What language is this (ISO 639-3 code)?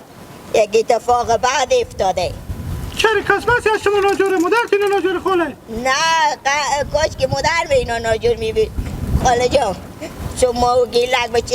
haz